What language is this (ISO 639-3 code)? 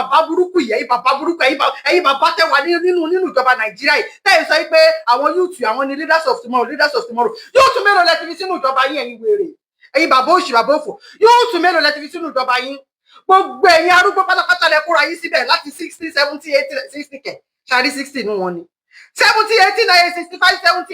yor